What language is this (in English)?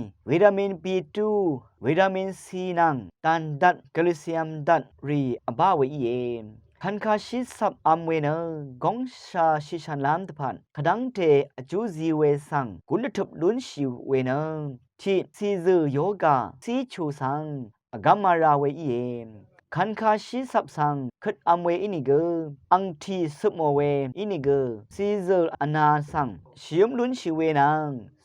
Rawang